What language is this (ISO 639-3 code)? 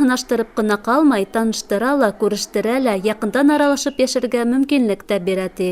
bak